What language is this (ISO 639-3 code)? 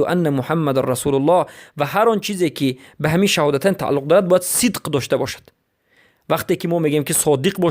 fas